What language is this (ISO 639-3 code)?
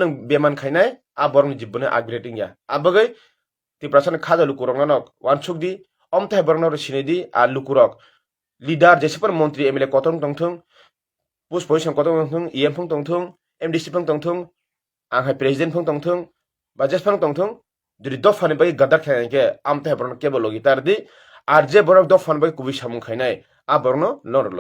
trp